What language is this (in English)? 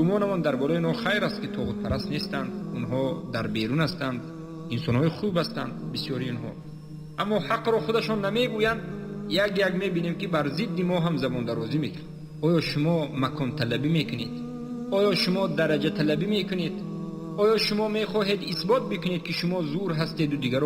Tajik